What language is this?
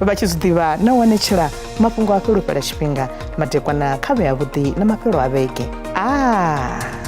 Venda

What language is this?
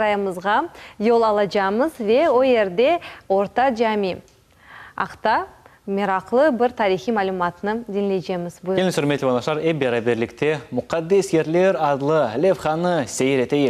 Crimean Tatar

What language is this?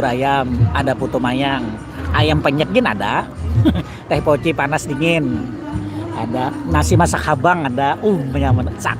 Banjar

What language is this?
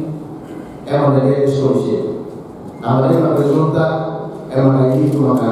Tetum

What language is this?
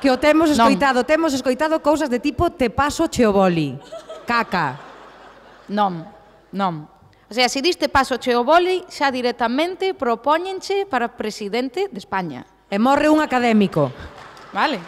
Galician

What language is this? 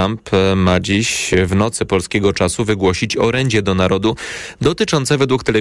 Polish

